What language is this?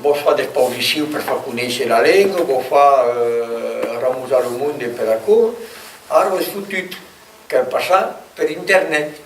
Occitan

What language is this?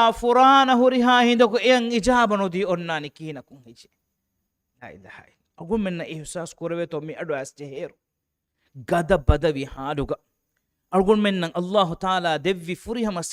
Divehi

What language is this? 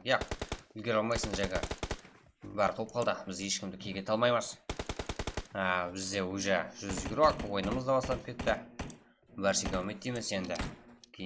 Kara-Kalpak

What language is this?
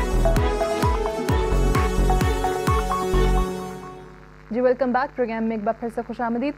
Urdu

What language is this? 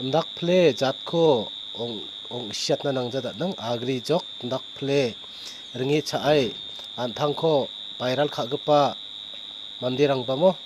Garo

